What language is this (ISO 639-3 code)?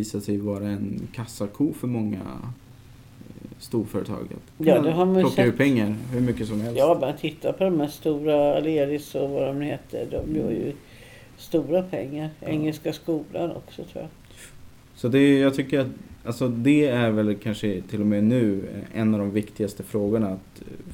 swe